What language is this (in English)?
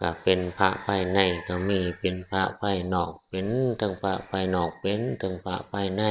Northeastern Thai